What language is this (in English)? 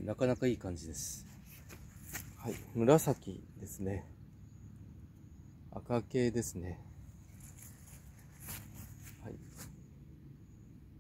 Japanese